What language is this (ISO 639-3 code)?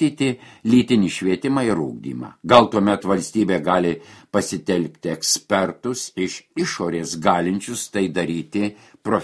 lit